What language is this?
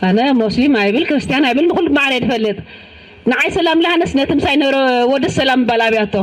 Tigrinya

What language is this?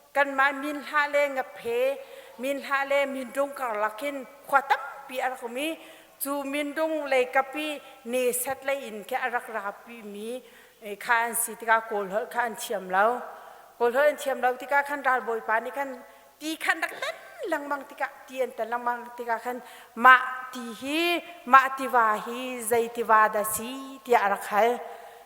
Hakha Chin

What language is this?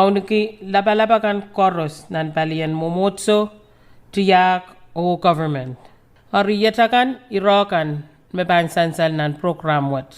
Pohnpeian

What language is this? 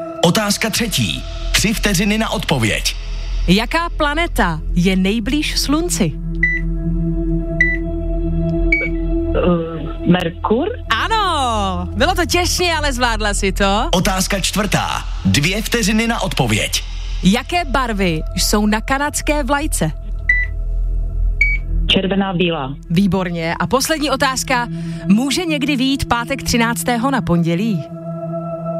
Czech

